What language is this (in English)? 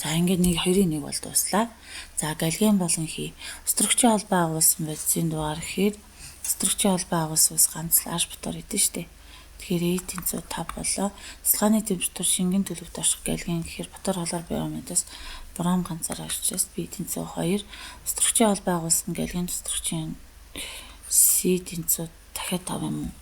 Mongolian